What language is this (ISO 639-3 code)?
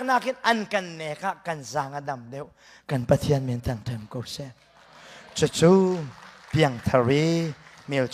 cnh